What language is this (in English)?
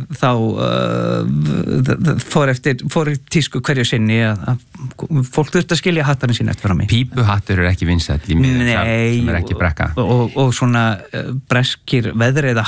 Icelandic